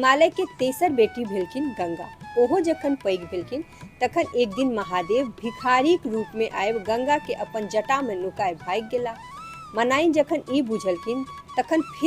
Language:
Maithili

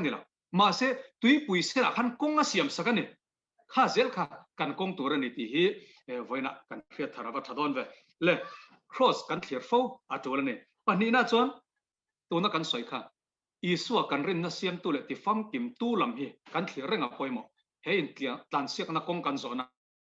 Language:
Mizo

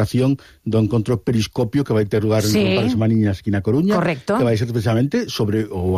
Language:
Galician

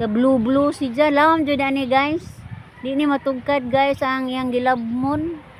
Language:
Cebuano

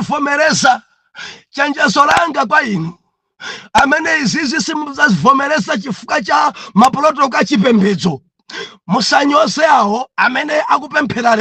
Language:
Nyanja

